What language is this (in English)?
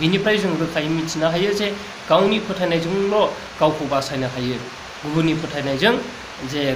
Bodo